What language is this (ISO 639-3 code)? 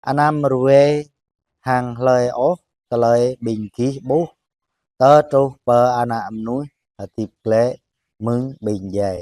jra